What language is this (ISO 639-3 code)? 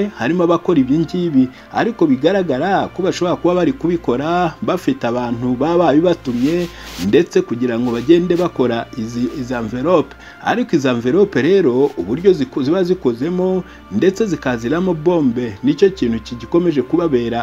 kin